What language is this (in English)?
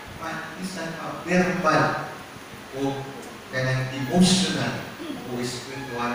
Cebuano